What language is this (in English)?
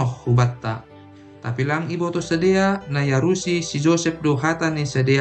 Batak Simalungun